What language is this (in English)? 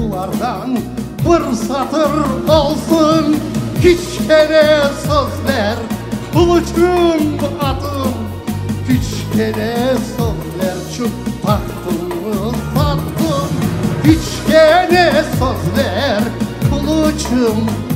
Crimean Tatar